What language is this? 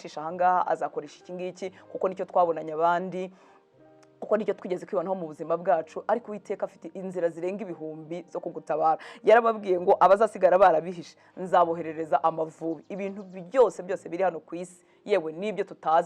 Kinyarwanda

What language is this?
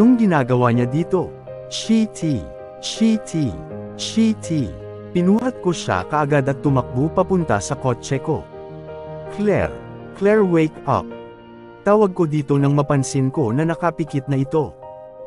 Filipino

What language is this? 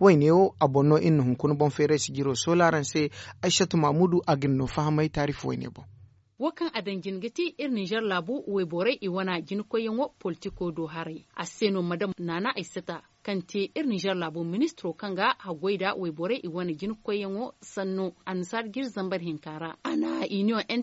Zarma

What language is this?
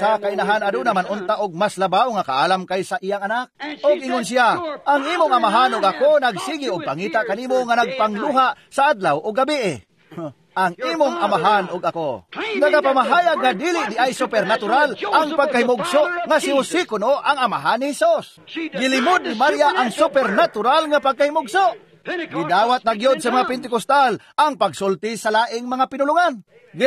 Cebuano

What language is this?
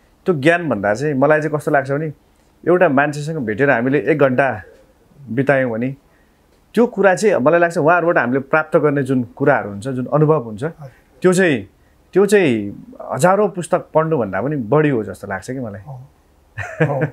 Nepali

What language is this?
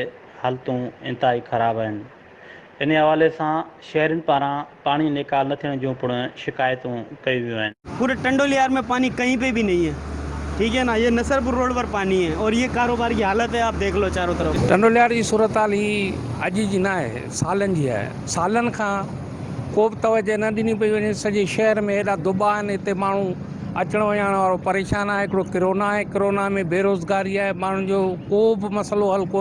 Sindhi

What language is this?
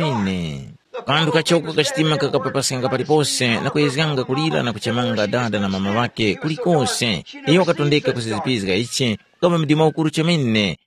Tumbuka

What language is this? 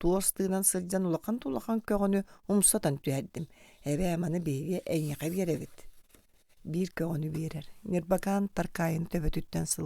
Yakut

